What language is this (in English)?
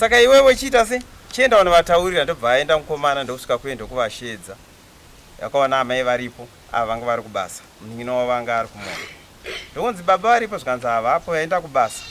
Shona